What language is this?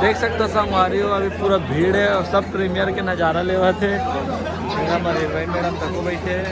Chhattisgarhi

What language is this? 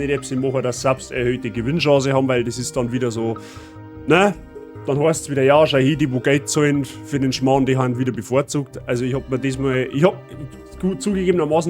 Bavarian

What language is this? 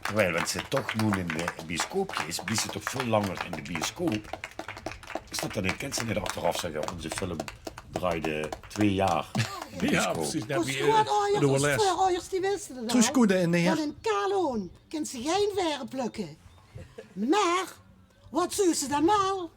Limburgish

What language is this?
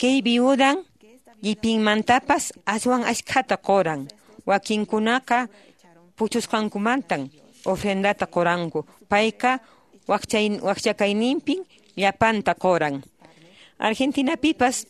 Quechua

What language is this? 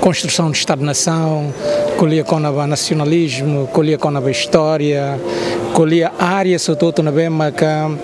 Tetum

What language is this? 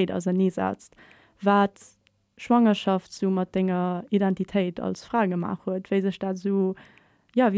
Luxembourgish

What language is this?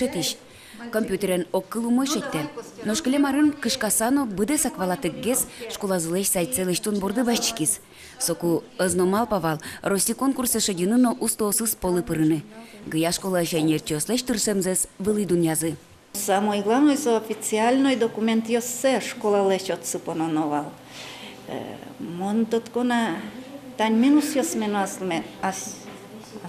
Udmurt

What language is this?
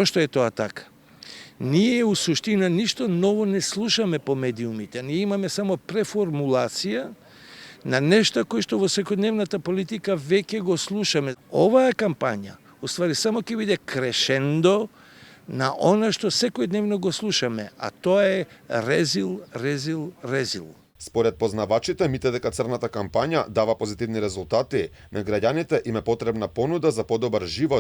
Macedonian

